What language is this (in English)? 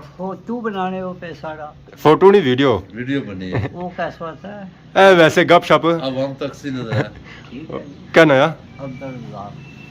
Pahari-Potwari